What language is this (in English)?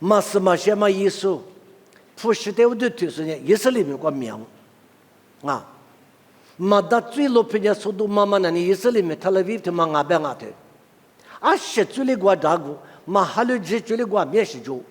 Lisu